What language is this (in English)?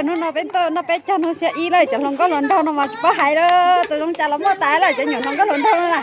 Hmong